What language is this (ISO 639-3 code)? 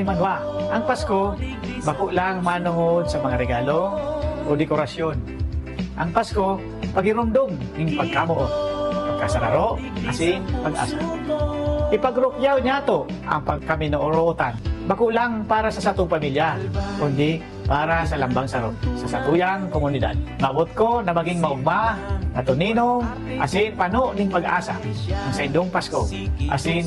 bik